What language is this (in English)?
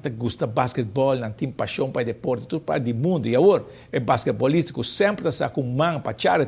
Papiamento